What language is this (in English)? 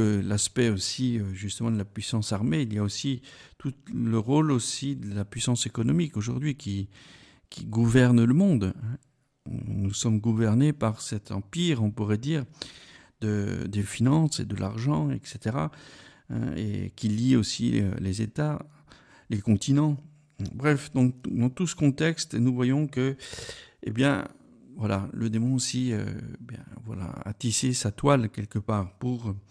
French